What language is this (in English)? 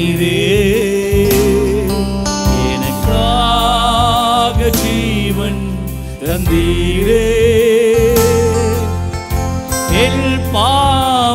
Tamil